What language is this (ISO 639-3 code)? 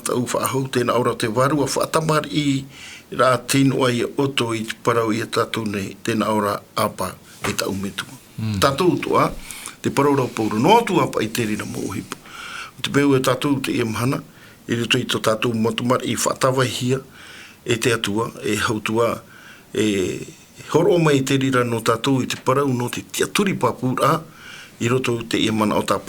tah